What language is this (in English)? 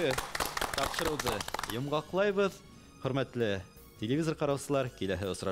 Bashkir